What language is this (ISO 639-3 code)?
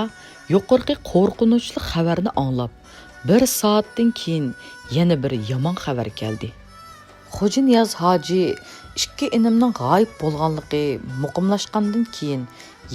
uig